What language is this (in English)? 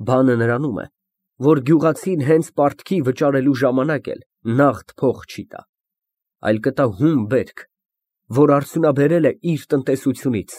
Armenian